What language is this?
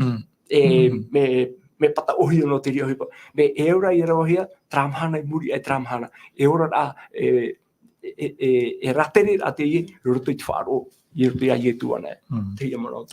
Tahitian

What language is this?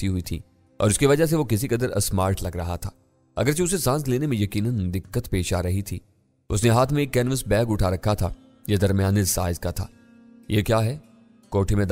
Urdu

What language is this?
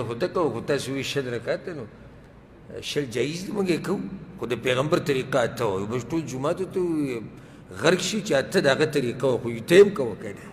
Pashto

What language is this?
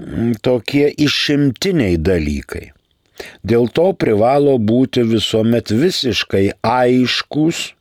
Lithuanian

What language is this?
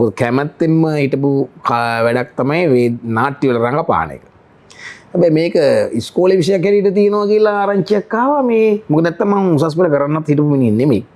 Sinhala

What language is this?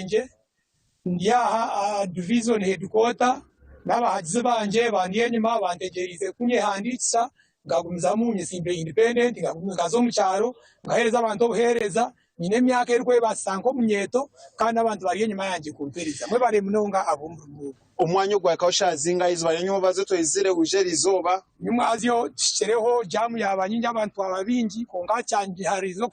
Nyankole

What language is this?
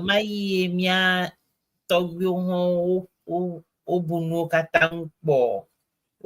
Ewe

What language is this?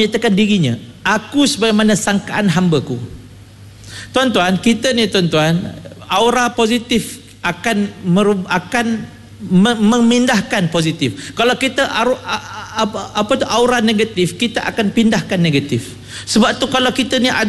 Malay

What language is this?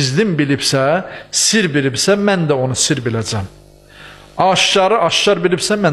Azerbaijani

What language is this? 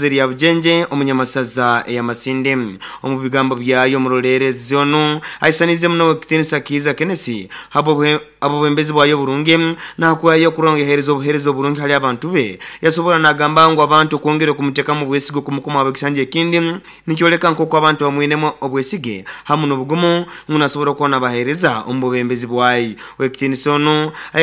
Nyoro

